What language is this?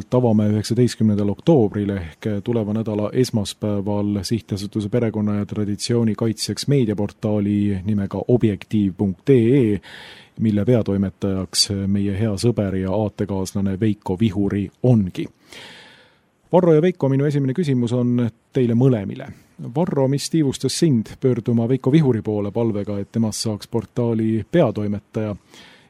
Estonian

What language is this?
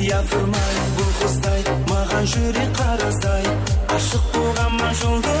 Kara-Kalpak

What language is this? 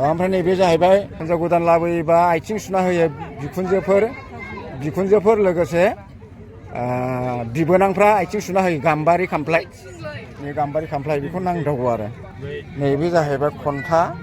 Bodo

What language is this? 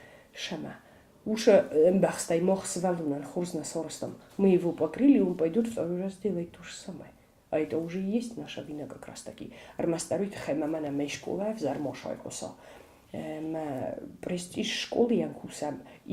Ossetic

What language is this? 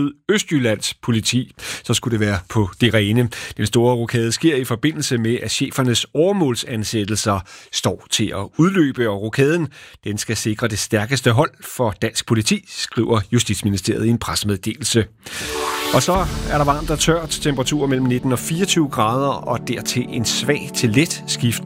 Danish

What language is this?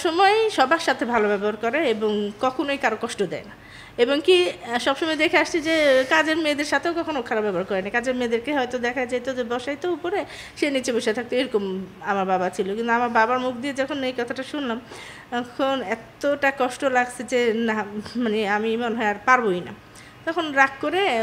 Bangla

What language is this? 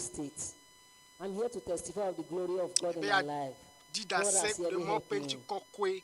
Ewe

